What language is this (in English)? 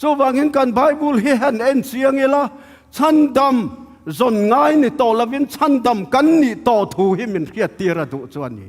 Tedim Chin